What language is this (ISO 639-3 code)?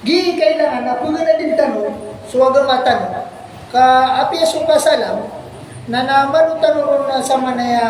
mrw